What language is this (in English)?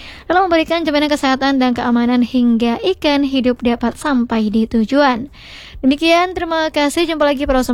Indonesian